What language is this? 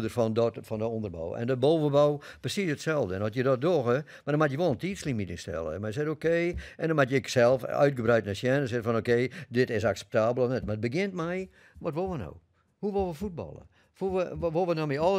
Western Frisian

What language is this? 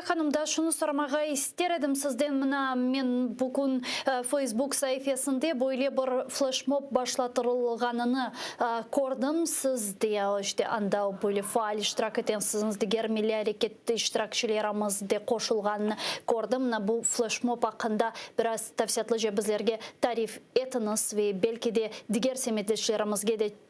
Crimean Tatar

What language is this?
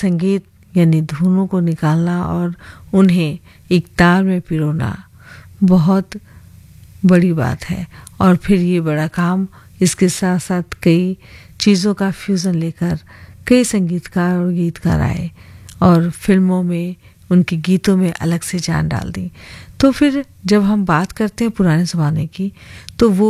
Hindi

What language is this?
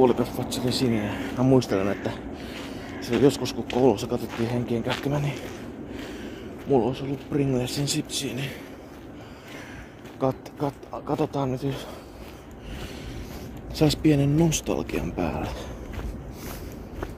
Finnish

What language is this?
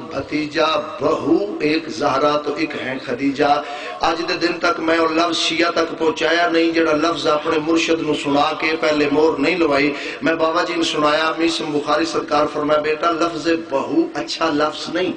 Saraiki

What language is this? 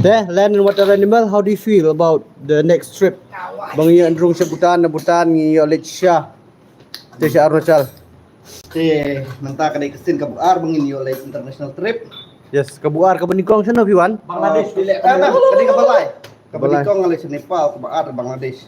Khasi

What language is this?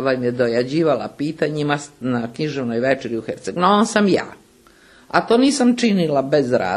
Serbian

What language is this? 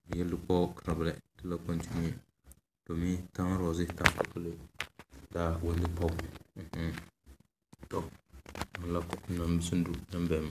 Tem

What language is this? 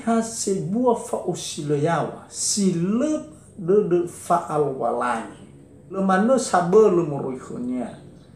Nias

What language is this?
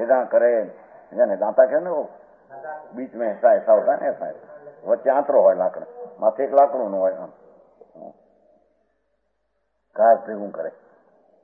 Gujarati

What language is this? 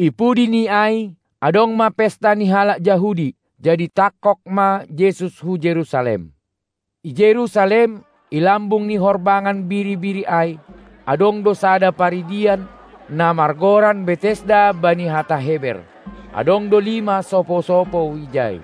Batak Simalungun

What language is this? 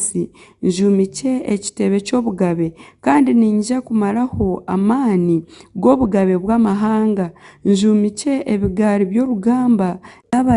Nyankole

